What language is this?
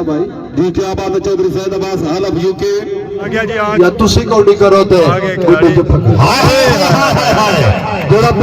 Pahari-Potwari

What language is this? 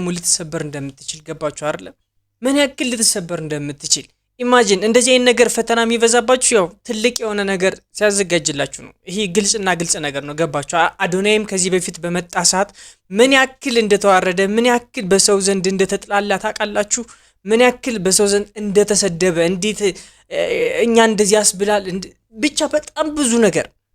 Amharic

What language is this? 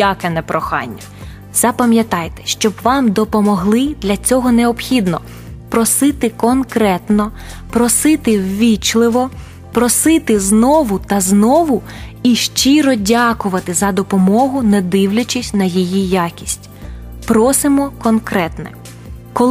Ukrainian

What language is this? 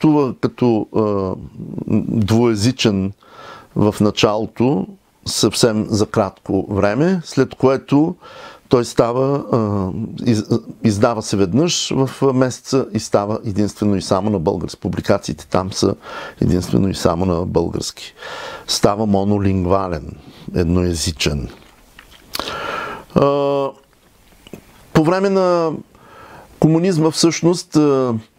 Bulgarian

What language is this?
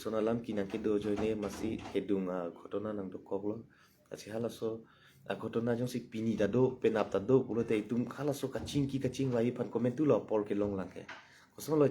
Karbi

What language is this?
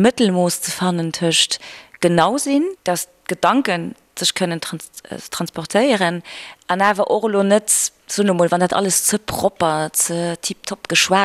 Luxembourgish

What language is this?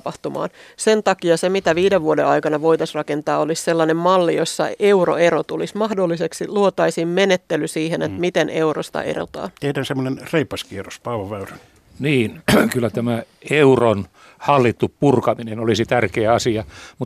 Finnish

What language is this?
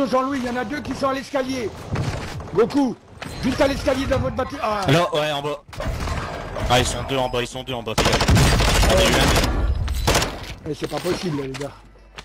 French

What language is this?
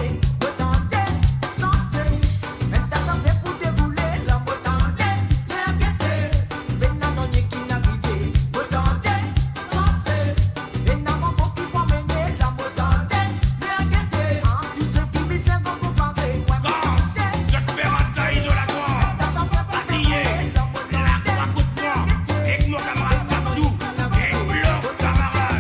Morisyen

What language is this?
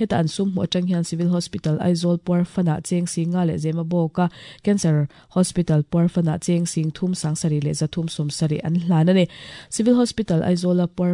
Mizo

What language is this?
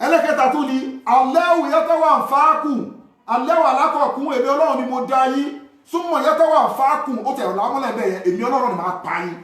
Yoruba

